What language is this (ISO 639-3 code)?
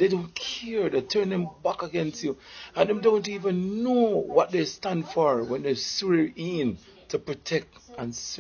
jam